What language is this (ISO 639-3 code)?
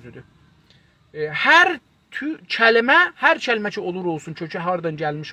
azb